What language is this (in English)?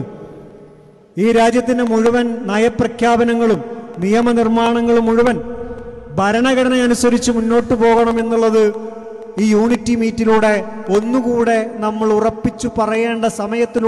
Malayalam